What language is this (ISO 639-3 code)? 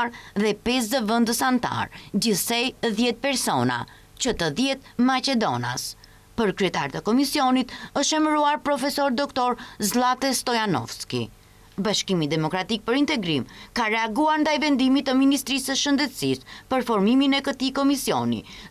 sqi